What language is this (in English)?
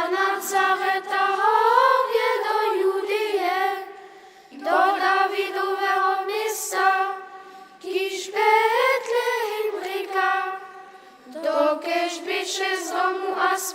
Upper Sorbian